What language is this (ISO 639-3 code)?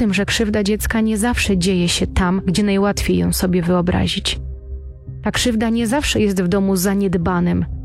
pol